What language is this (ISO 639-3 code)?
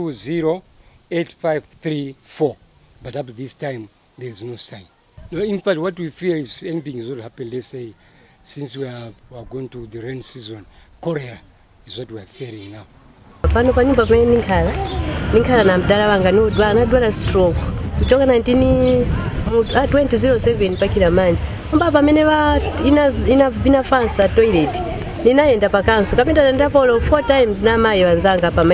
nya